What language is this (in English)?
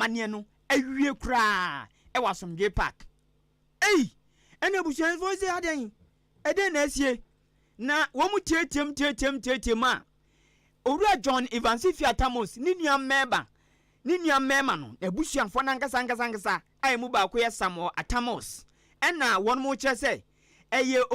Akan